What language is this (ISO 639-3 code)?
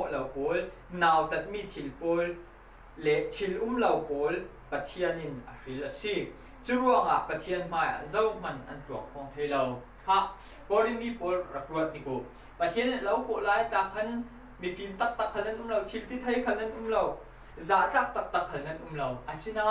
cfm